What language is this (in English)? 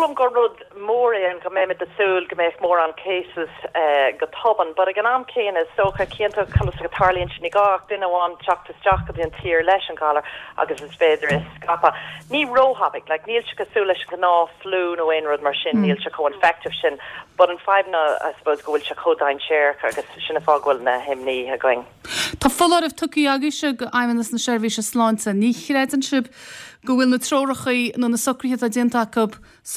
Irish